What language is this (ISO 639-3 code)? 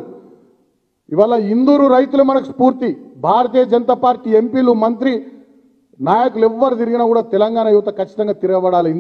tel